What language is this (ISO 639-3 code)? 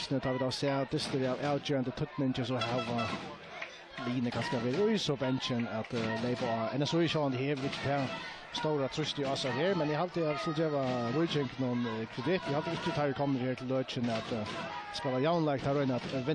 fao